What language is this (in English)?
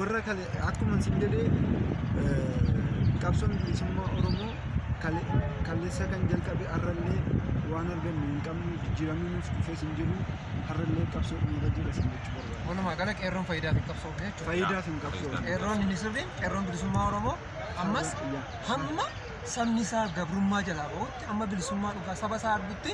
Oromo